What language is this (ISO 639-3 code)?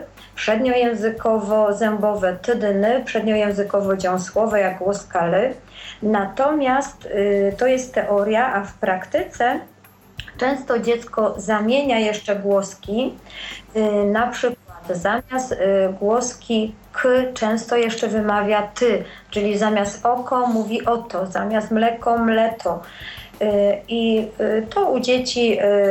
pol